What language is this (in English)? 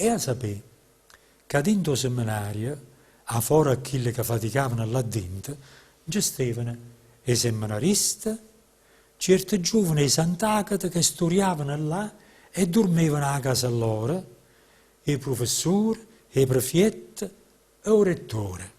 Neapolitan